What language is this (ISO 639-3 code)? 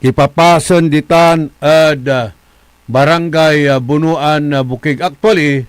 pag